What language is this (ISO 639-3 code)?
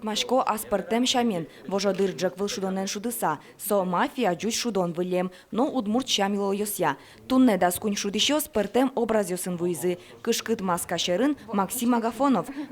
udm